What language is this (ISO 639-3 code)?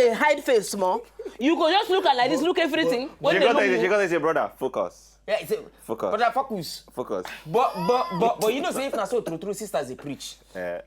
pcm